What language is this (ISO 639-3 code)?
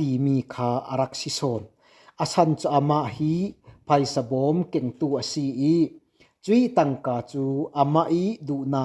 cfm